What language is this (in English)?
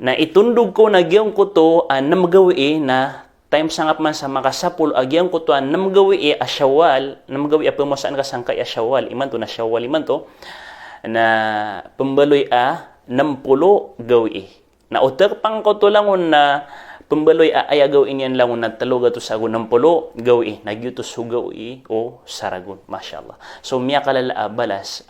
Maranao